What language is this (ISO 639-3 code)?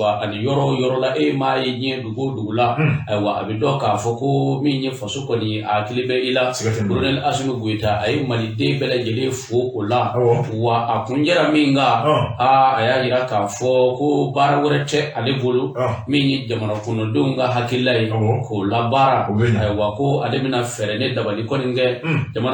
bam